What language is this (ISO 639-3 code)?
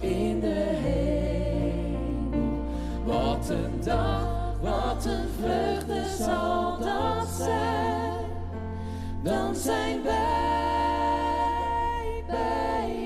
fry